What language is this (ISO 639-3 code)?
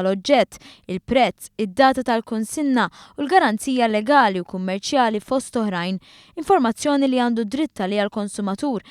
mlt